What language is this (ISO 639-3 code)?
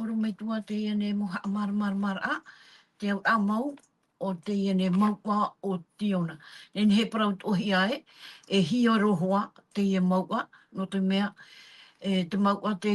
tah